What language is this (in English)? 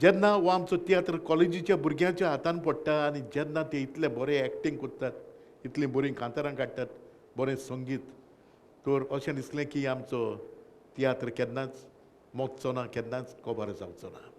Konkani